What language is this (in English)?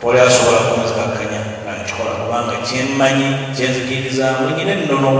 Ganda